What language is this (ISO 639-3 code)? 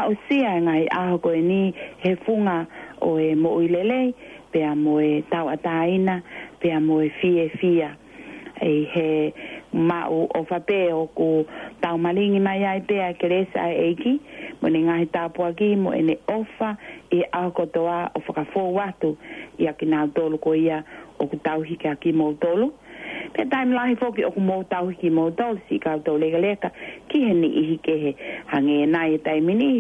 ton